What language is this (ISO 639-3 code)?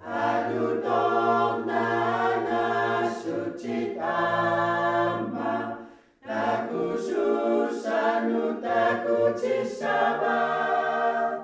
kal